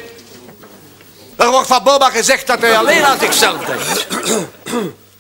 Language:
Dutch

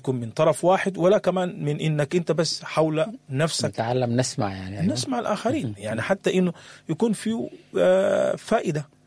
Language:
Sudanese Arabic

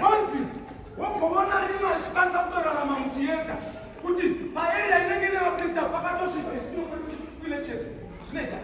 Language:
Shona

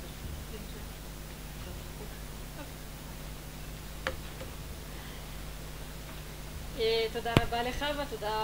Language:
Hebrew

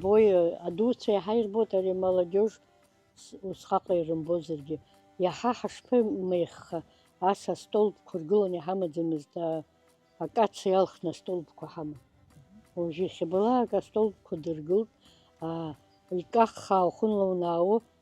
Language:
Abkhazian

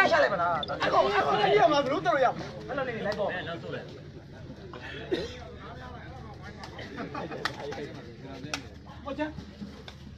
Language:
Burmese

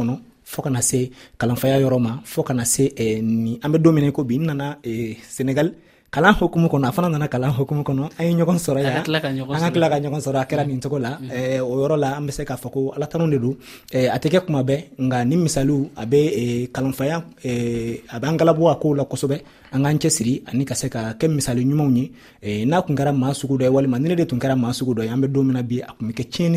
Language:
Dyula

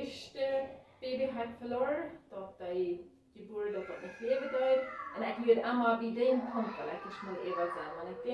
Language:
Plautdietsch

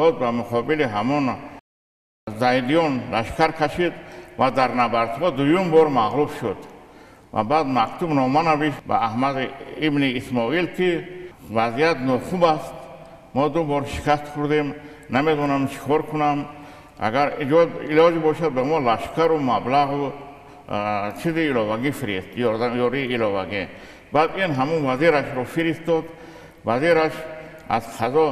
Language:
Tajik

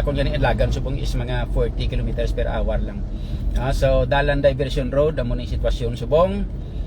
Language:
Hiligaynon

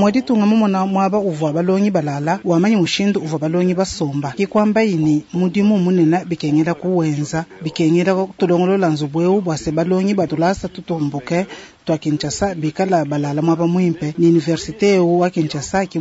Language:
Luba-Lulua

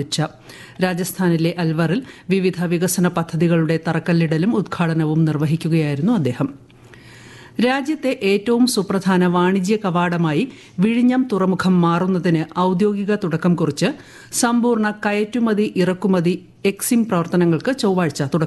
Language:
Malayalam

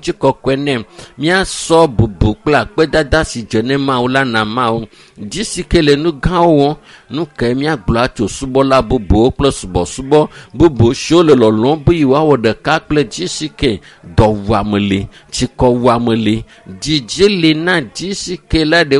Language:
Ewe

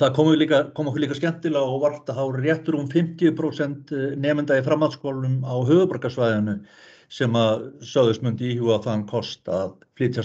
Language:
Icelandic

